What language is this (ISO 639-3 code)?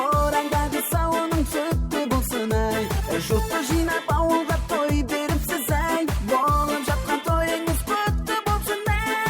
kaa